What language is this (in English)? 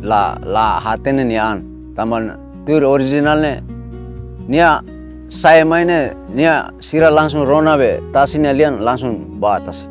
Tetum